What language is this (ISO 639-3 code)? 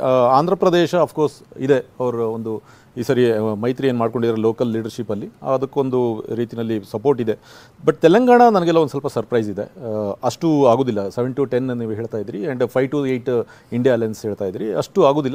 kan